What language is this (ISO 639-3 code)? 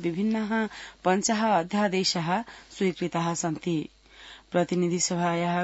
san